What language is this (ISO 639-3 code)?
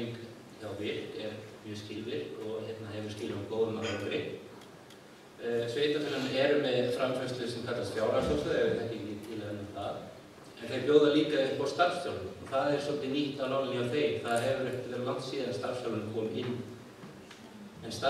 isl